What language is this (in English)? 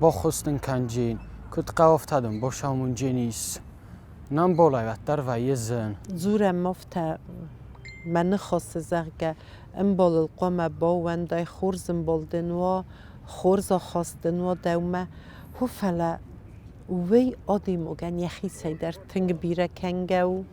Ossetic